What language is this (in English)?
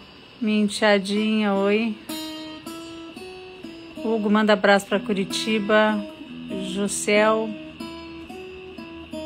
Portuguese